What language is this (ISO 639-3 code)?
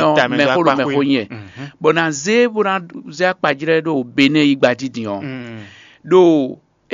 fon